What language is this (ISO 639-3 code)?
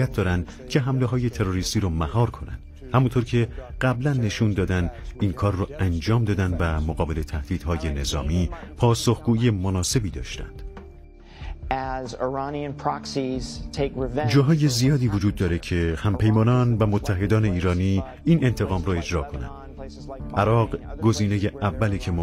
fas